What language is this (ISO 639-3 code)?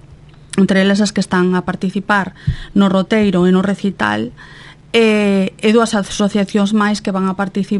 glg